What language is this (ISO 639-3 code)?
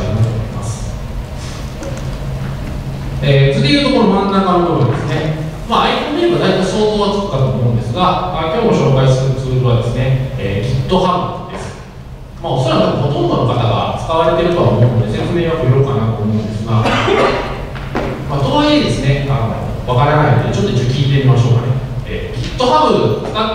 jpn